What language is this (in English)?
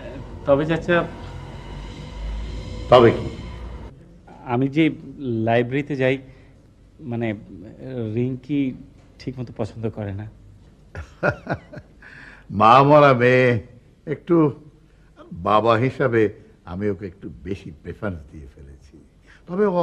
Bangla